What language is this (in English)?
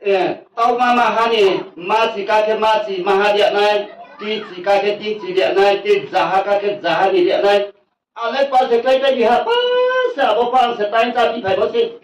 Riang (India)